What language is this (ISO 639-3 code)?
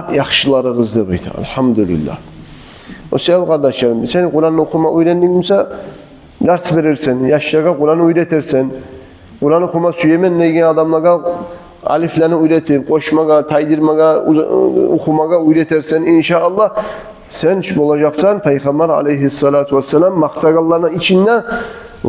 kum